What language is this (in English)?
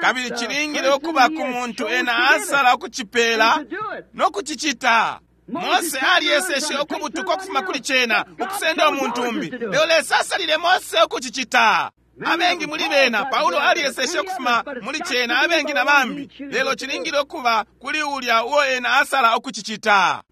Bemba